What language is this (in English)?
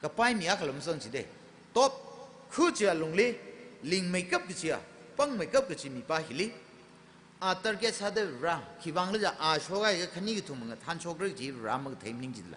Tangkhul Naga (India)